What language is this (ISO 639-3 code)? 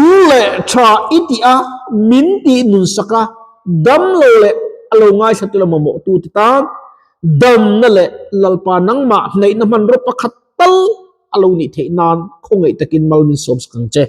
lus